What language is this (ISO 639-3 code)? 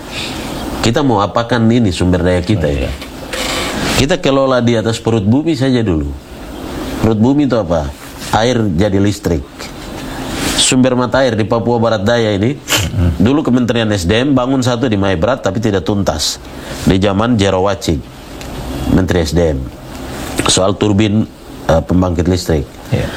ind